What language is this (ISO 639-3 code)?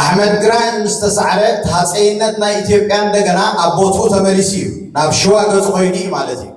tir